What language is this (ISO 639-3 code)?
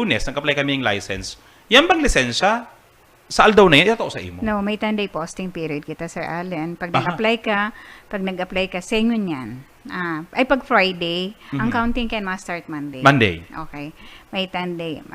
bik